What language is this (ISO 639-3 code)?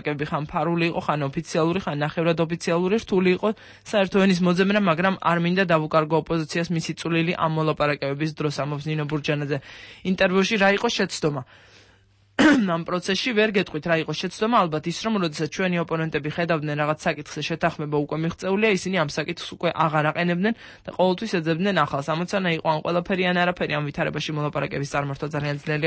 kat